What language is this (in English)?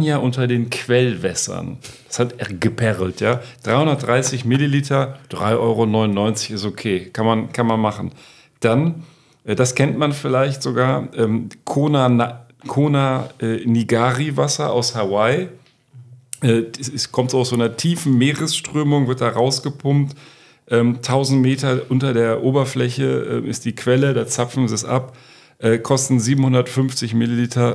German